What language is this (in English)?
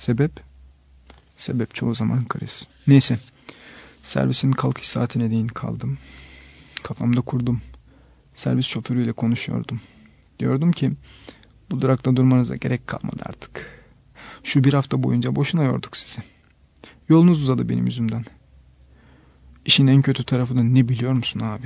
Turkish